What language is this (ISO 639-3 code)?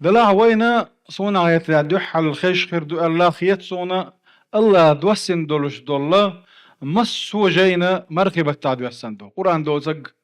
che